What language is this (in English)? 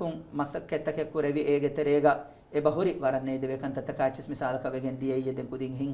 Divehi